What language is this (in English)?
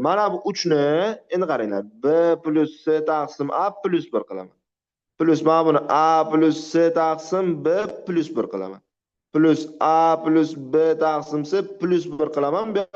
Uzbek